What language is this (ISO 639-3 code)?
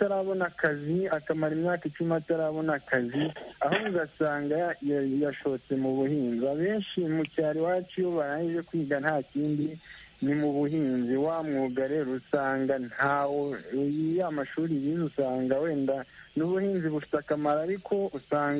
kin